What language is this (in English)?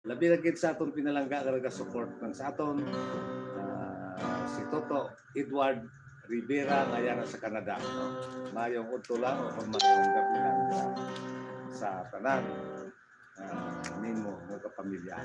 Hiligaynon